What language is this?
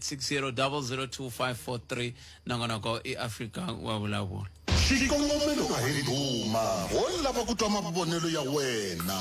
Tsonga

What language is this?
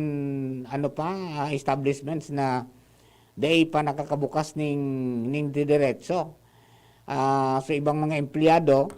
Bikol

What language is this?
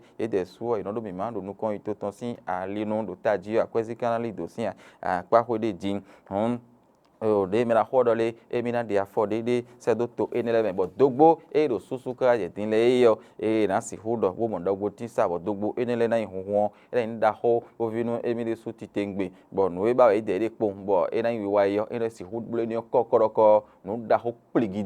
Fon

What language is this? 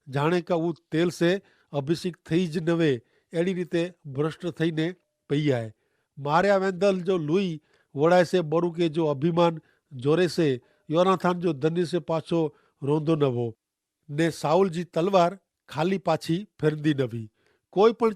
Kachhi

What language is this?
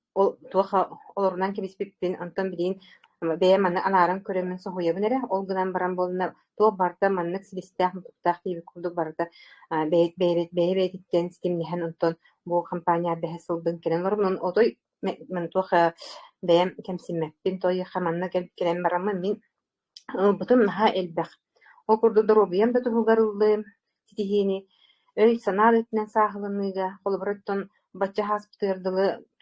Yakut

